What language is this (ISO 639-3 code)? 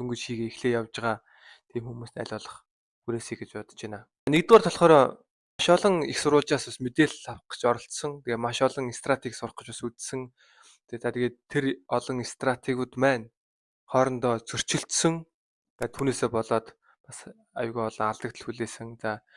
mon